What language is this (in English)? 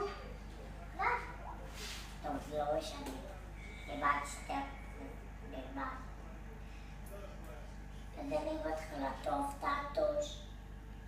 Hebrew